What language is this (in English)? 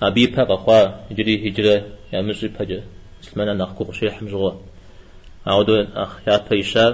Kabardian